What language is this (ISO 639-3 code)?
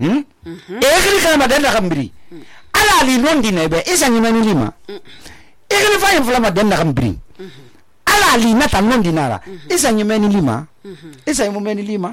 sus